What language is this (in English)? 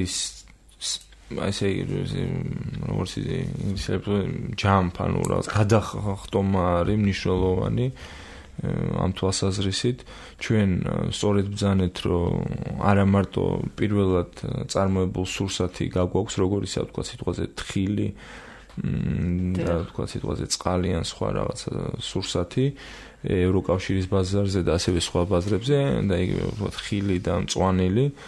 Georgian